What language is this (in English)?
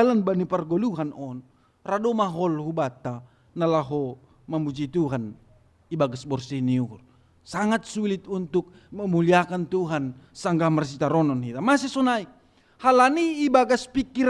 Batak Simalungun